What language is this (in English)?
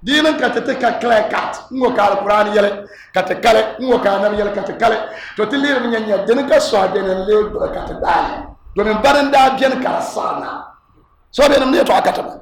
Dagbani